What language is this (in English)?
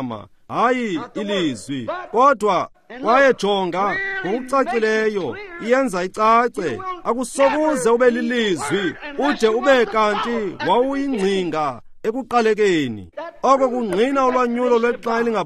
Xhosa